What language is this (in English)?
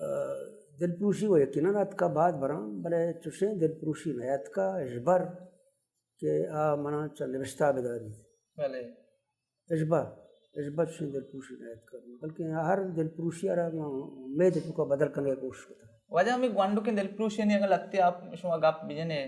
Baluchi